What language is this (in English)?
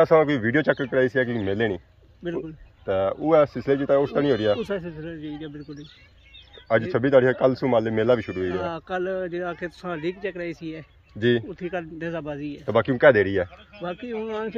Pahari-Potwari